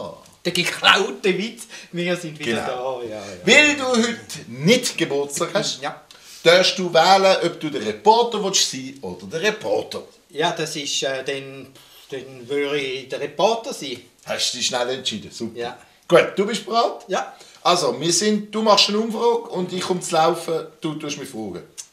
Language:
Swiss German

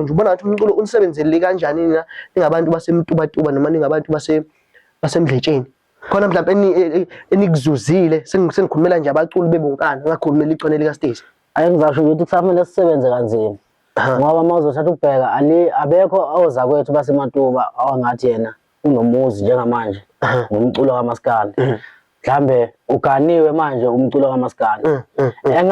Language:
Zulu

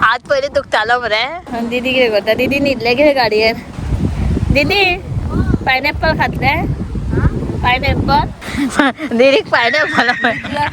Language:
Konkani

